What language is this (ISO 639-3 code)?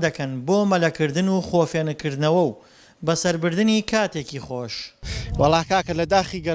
ckb